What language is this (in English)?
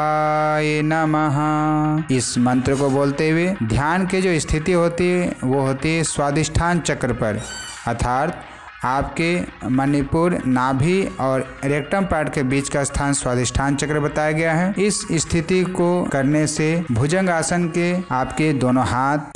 Hindi